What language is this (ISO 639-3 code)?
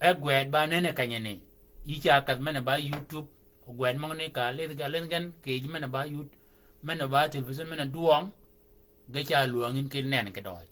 shk